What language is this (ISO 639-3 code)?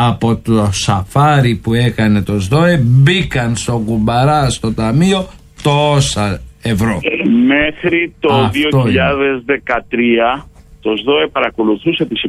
ell